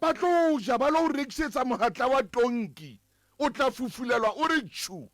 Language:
Southern Sotho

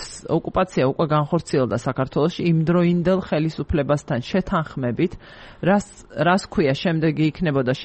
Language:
Georgian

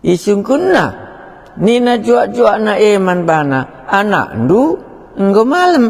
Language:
Batak Karo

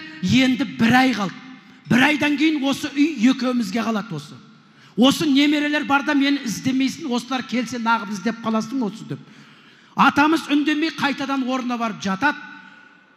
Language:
Kazakh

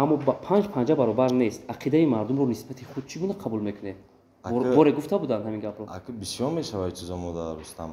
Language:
Tajik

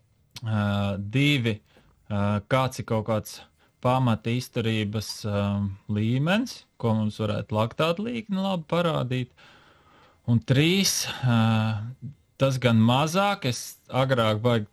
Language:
Latvian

